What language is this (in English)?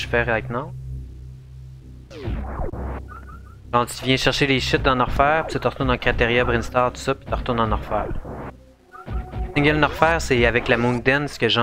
French